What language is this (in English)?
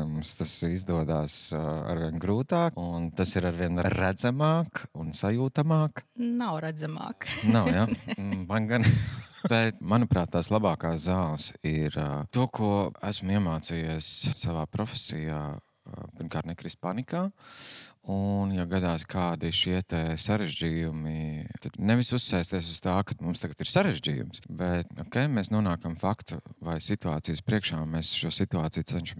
Latvian